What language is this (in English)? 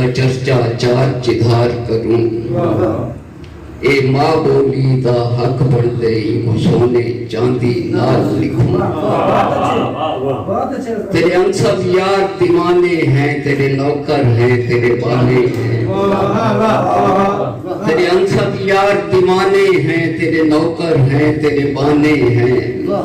Saraiki